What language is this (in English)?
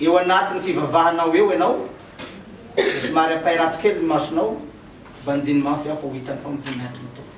Malagasy